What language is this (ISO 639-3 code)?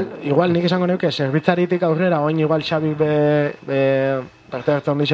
eus